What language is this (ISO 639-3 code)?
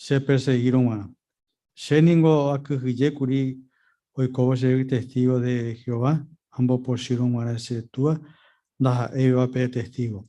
grn